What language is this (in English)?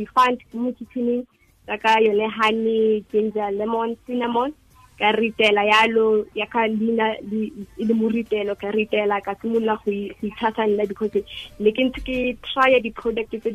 Tswana